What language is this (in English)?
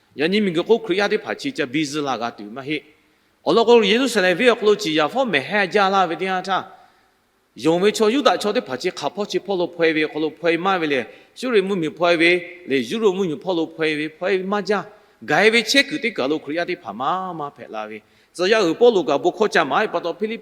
Lahu